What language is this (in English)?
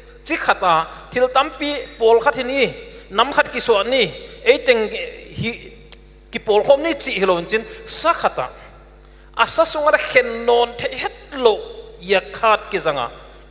Paite Chin